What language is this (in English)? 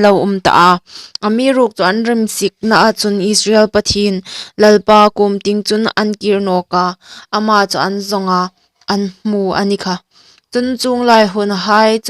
Hmar